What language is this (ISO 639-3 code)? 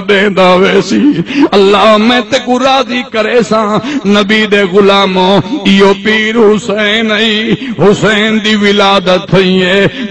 skr